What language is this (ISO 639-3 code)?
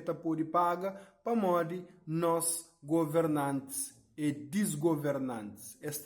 kea